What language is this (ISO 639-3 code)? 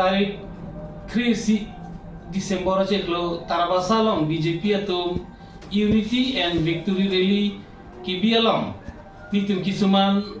mjw